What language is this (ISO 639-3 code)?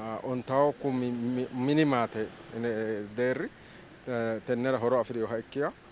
sid